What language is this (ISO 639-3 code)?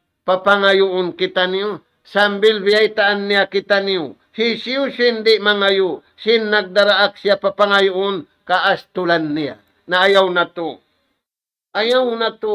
tsg